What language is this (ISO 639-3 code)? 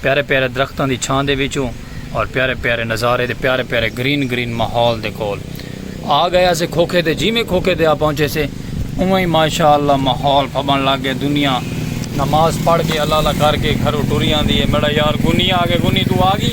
skr